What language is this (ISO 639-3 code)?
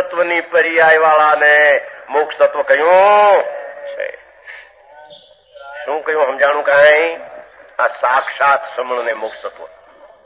guj